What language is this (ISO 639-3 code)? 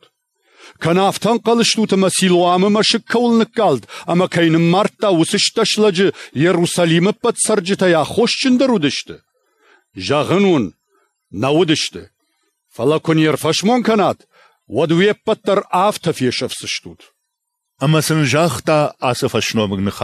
oss